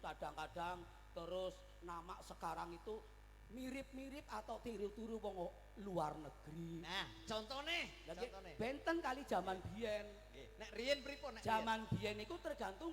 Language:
Javanese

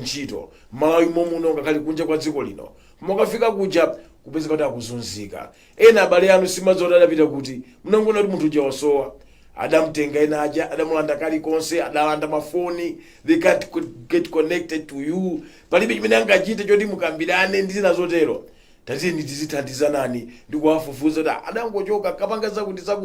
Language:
Nyanja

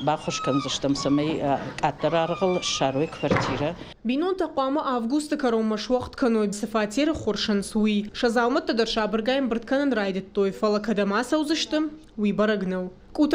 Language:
Ossetic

